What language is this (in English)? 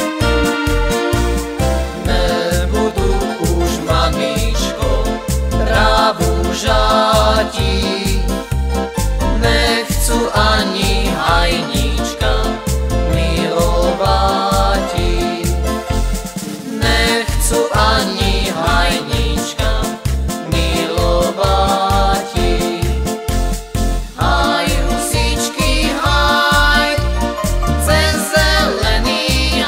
Slovak